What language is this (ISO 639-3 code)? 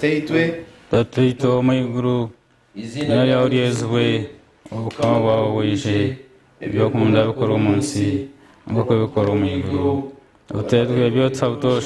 nyn